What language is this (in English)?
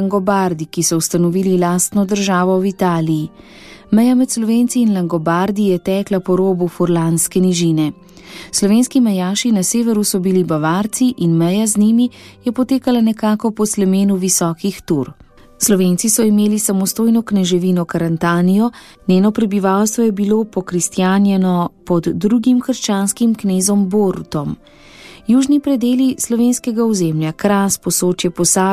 Slovenian